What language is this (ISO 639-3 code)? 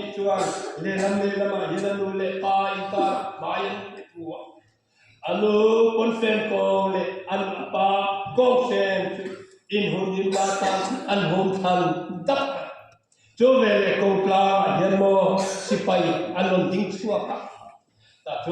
lus